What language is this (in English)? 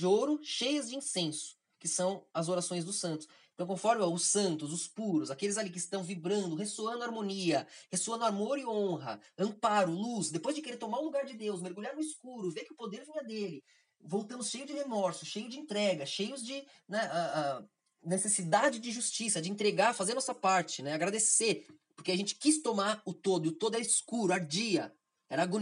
Portuguese